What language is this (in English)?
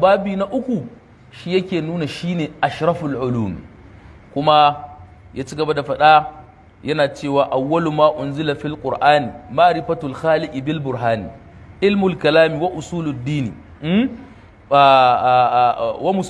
Hausa